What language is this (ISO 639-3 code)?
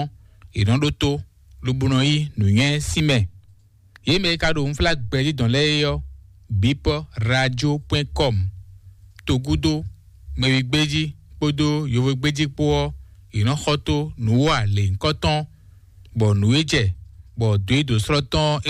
fon